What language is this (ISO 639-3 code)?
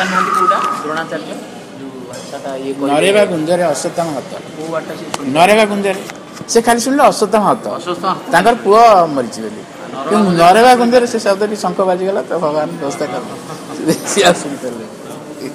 ori